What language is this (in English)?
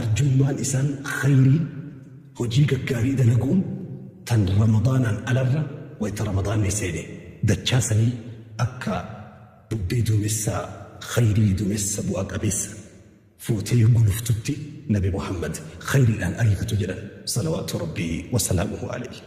Oromo